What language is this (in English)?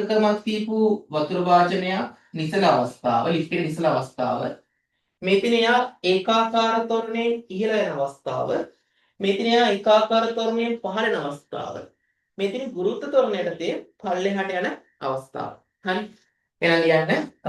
Sinhala